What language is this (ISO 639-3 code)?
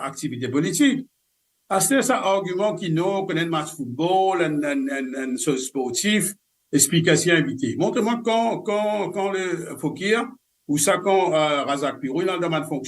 mfe